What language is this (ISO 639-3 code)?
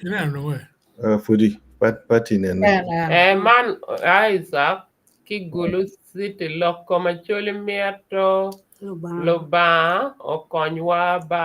ach